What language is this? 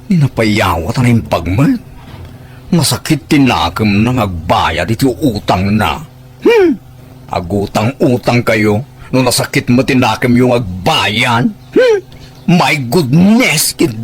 Iloko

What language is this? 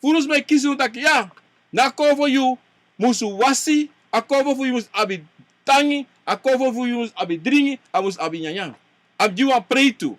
Sranan Tongo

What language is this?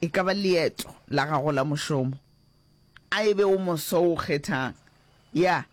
Northern Sotho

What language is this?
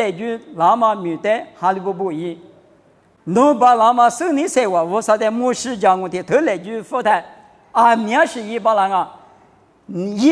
Lisu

